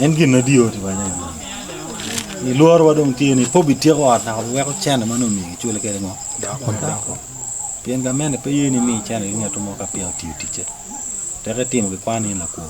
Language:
Acoli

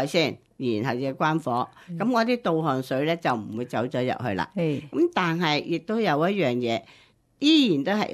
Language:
Cantonese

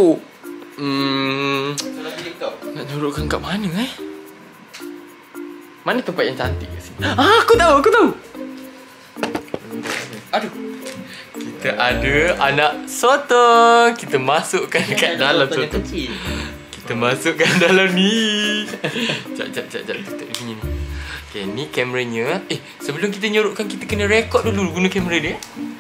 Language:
Malay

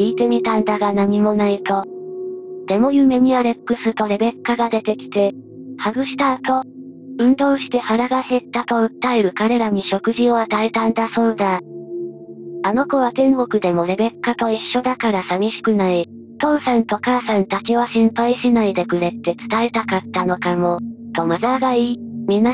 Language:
Japanese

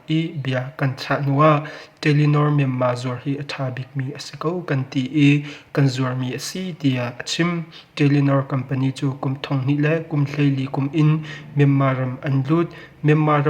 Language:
Hakha Chin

